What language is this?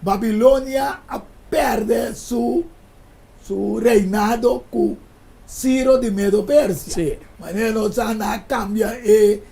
Papiamento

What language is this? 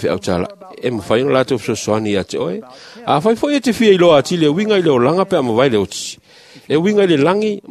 Samoan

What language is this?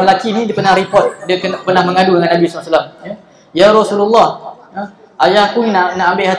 Malay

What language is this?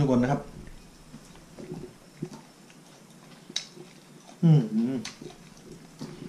Thai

